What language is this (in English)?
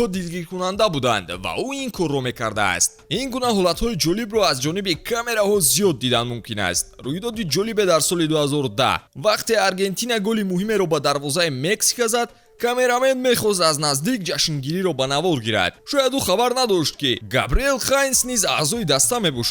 Tajik